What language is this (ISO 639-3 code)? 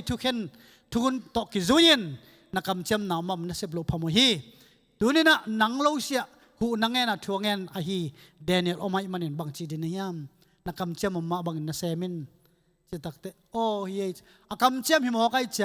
ctd